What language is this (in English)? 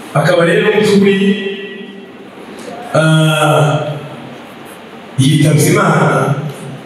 Kinyarwanda